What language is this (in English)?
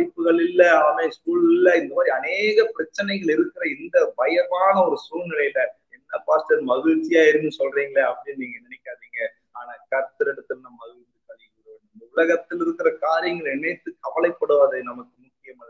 Tamil